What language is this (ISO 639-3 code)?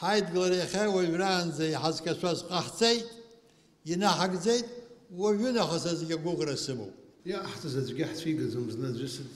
abk